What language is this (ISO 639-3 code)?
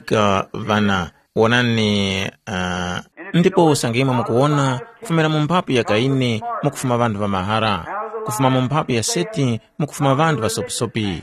tum